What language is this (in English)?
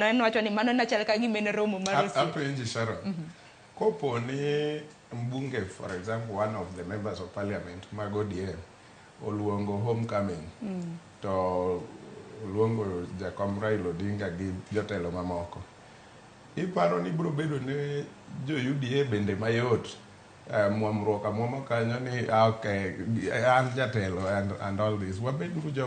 Luo (Kenya and Tanzania)